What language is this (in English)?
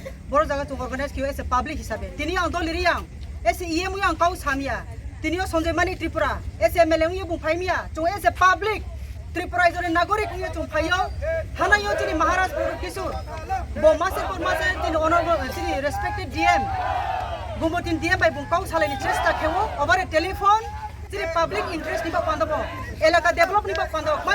Kok Borok